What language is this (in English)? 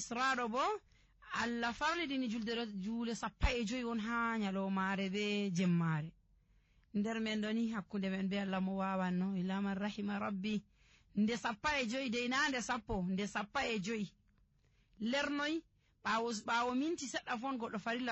Nigerian Fulfulde